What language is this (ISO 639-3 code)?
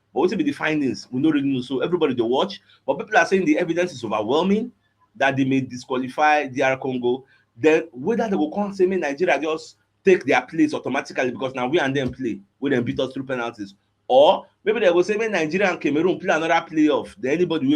pcm